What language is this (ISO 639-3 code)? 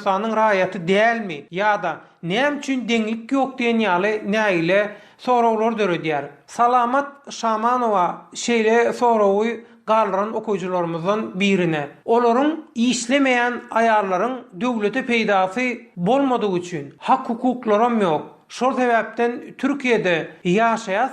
tuk